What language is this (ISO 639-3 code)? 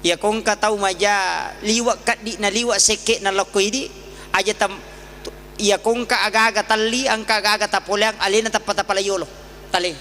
bug